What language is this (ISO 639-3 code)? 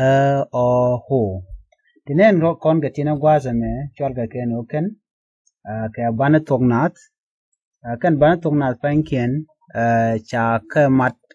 nus